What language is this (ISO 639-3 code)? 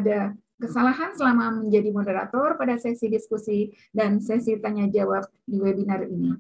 ind